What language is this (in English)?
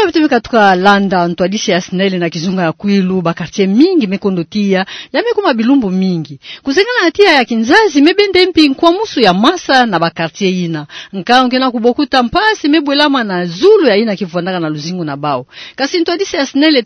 Kituba (Democratic Republic of Congo)